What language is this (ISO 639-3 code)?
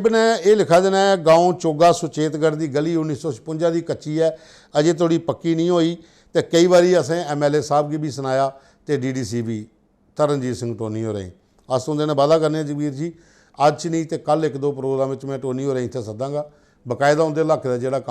doi